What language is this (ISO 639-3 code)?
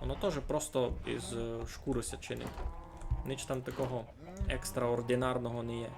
rue